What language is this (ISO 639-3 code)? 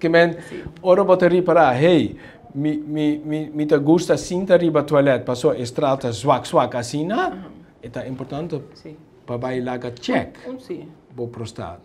pap